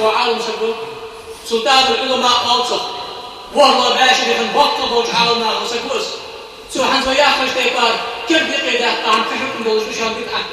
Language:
Ingush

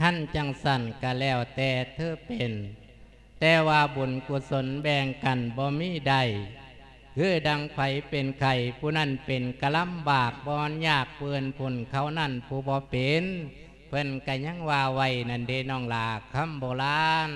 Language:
Lao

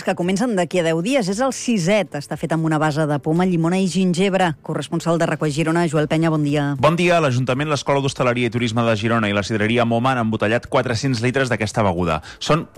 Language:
Catalan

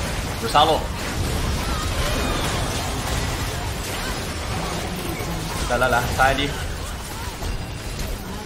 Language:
Chinese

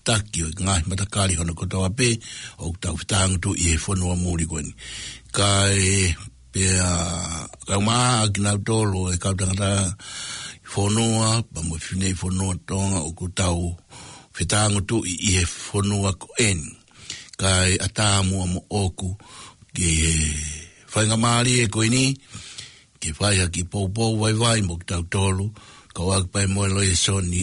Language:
Tongan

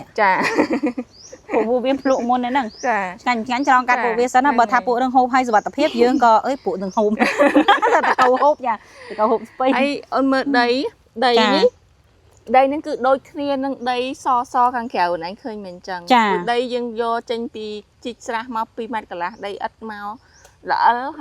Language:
Khmer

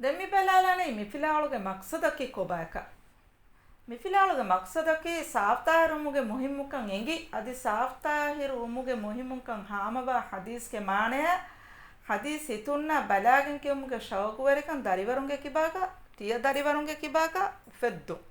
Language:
Divehi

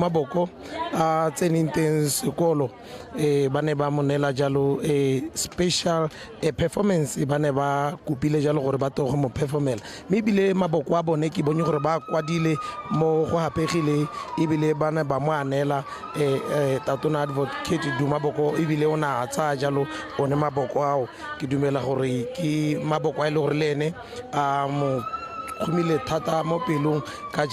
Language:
Tswana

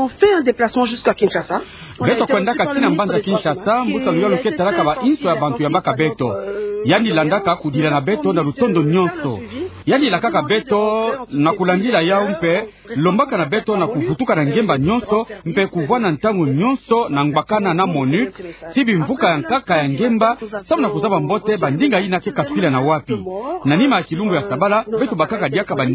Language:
Kituba (Democratic Republic of Congo)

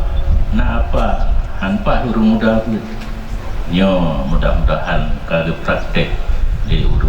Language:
Achinese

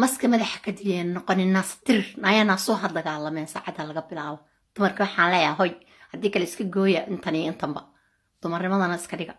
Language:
Somali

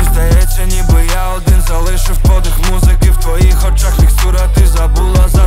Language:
Ukrainian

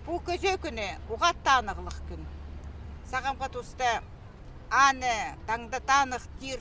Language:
Khakas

